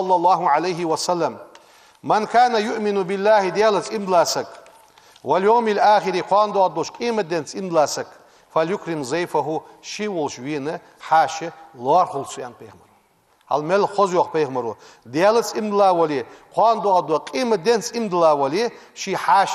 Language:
Ingush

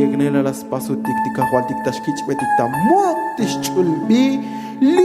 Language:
Tzotzil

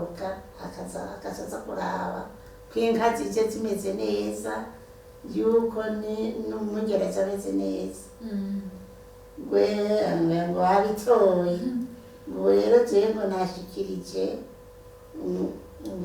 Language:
Rundi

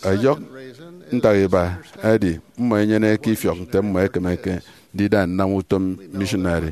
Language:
Efik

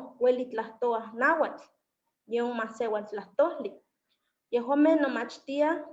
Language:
Eastern Huasteca Nahuatl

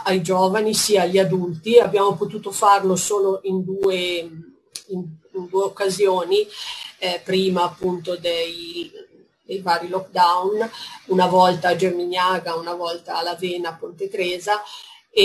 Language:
Italian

